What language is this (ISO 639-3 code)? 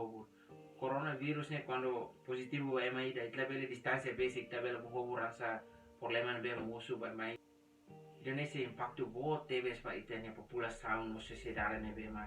tet